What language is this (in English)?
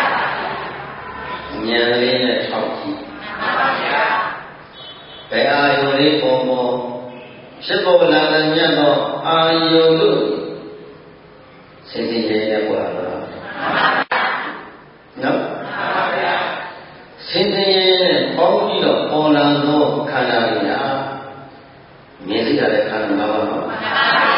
Burmese